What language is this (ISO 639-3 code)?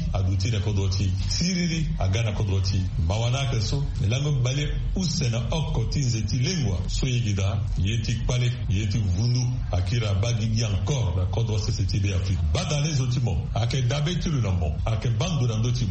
sag